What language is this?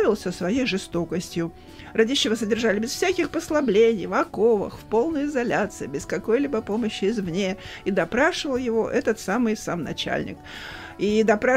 Russian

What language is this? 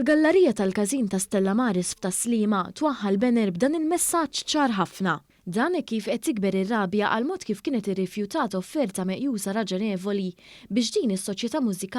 Maltese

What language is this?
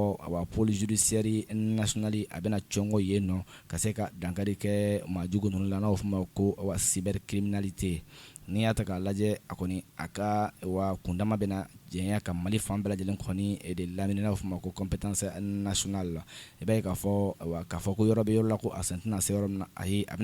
Bambara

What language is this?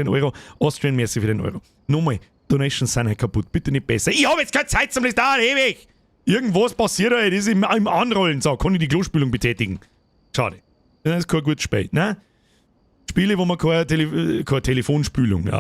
Bavarian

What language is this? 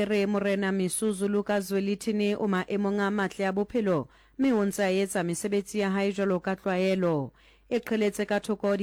Southern Sotho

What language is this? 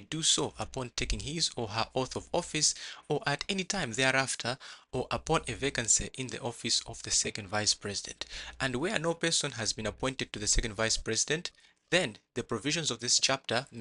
Nyanja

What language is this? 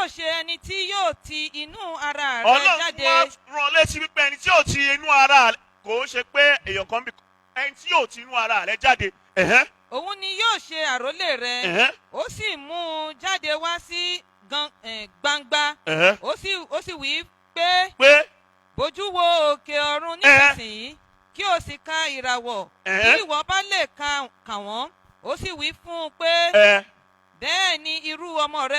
Yoruba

